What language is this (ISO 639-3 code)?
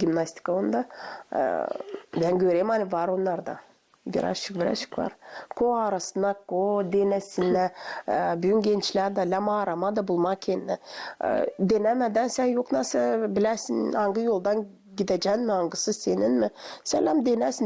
gag